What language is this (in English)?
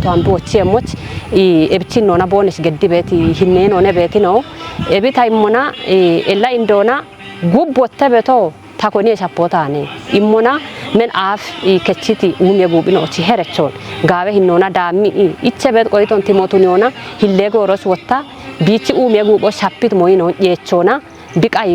Kafa